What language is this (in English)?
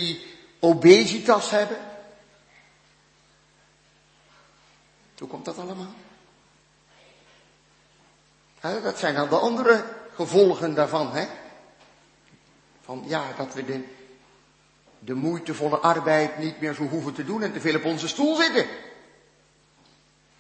Dutch